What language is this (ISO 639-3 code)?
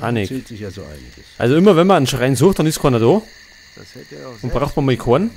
bar